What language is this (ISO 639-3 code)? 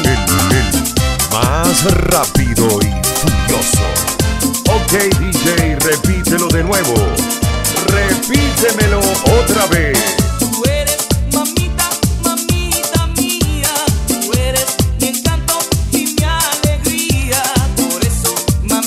spa